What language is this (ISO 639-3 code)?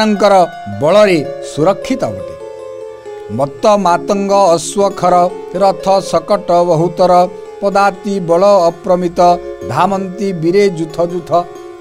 ori